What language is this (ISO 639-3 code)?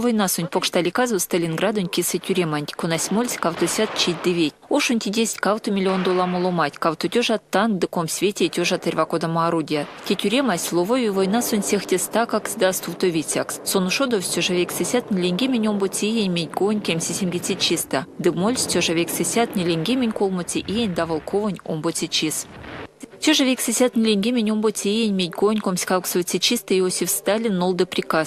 myv